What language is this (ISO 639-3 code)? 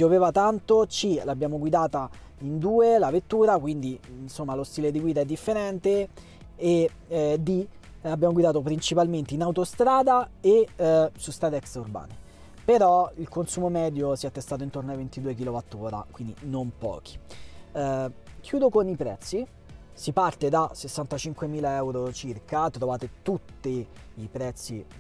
ita